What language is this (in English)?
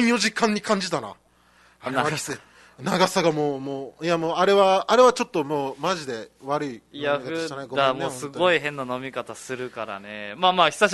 Japanese